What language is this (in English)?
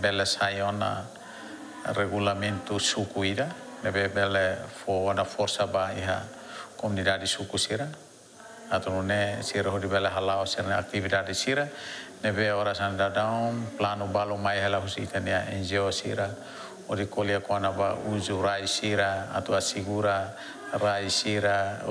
Tetum